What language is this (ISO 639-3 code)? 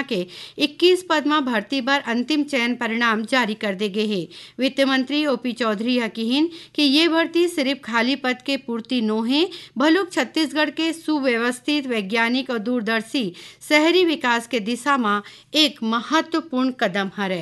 hne